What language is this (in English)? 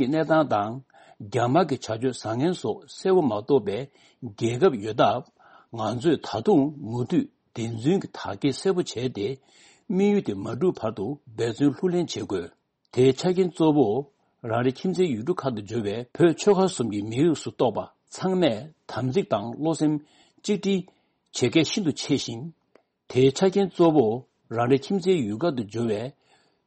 Tibetan